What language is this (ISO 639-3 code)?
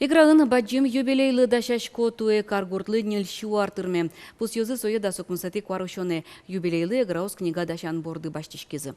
udm